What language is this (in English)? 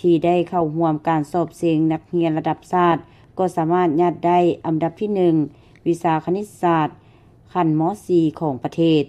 Lao